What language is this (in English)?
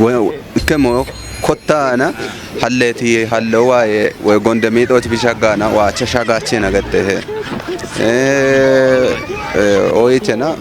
Kafa